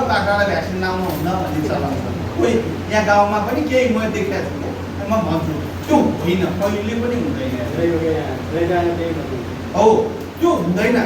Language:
Nepali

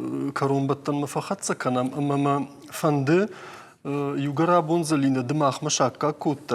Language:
Ossetic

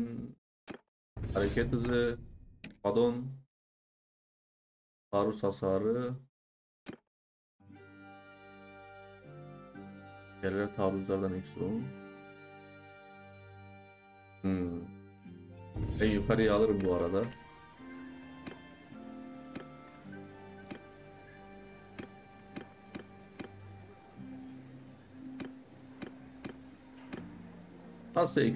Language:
Turkish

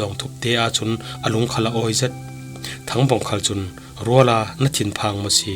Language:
Falam Chin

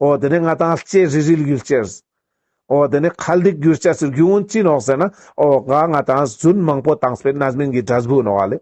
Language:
Ladakhi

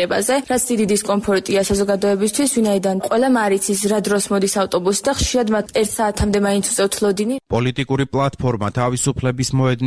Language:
Georgian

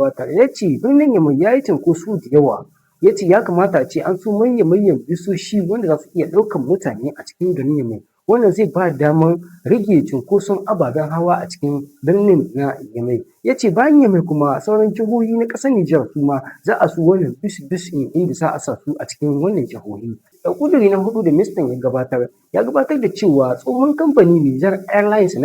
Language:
Hausa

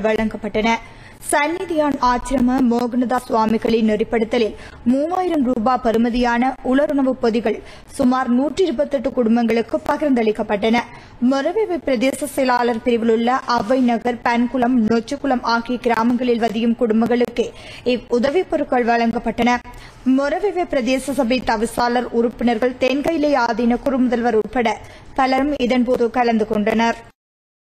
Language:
Tamil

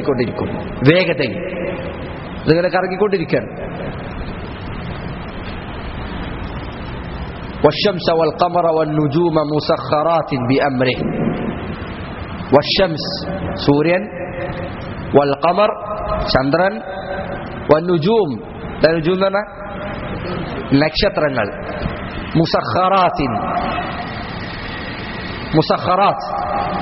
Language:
Malayalam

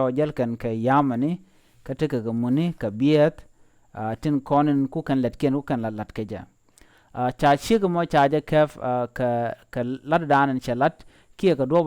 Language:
Nuer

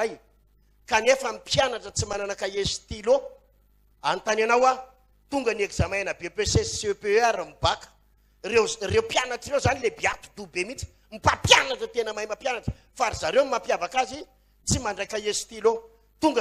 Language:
Malagasy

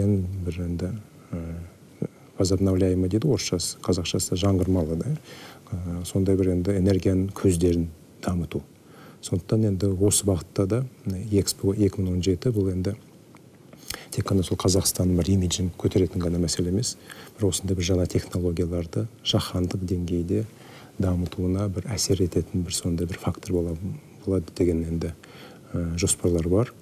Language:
Kazakh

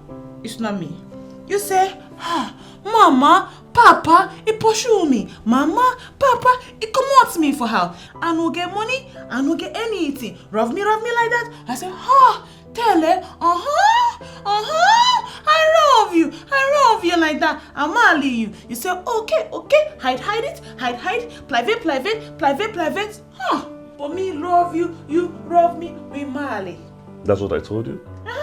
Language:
Nigerian Pidgin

